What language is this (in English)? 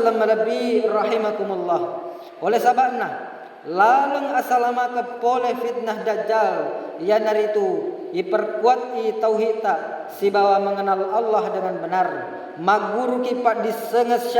Buginese